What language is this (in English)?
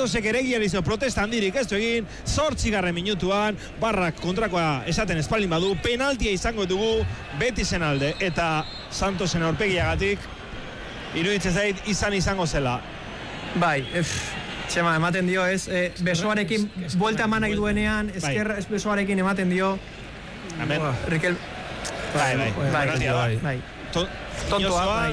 Basque